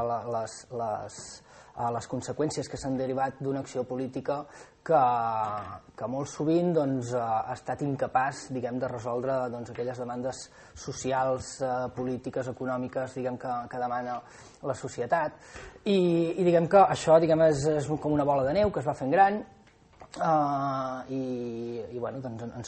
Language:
Catalan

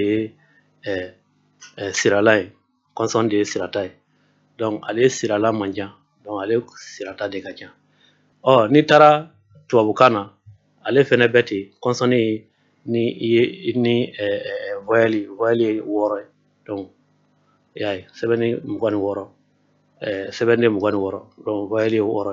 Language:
Bambara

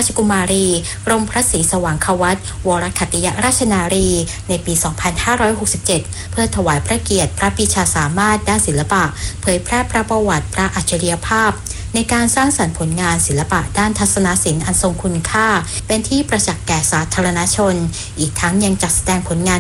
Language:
Thai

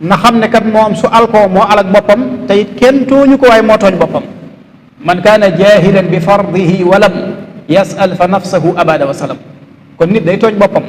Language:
Wolof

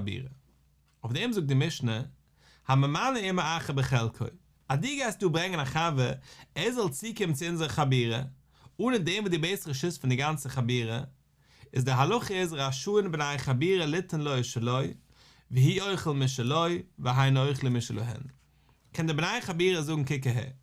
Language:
Yiddish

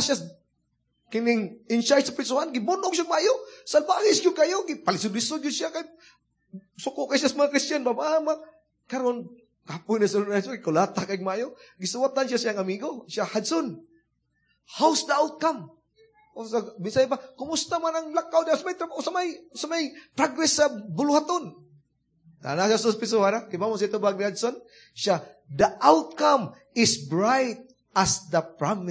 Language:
Cebuano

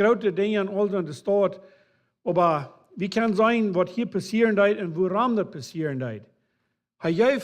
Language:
Plautdietsch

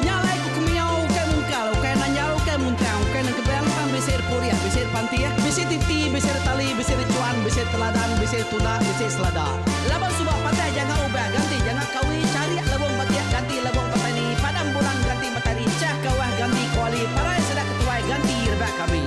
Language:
Iban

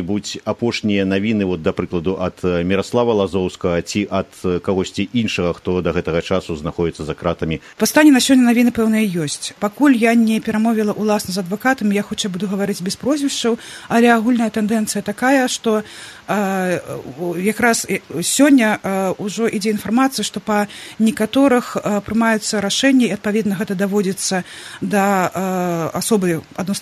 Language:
Belarusian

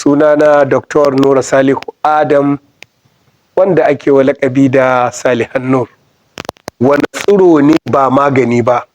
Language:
Hausa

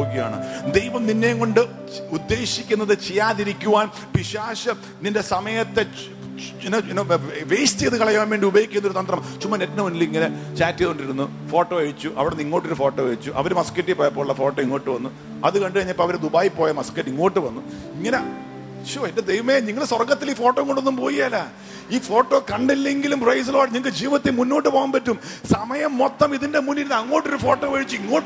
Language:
Malayalam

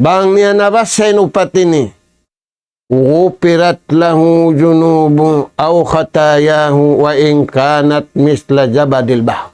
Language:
Tausug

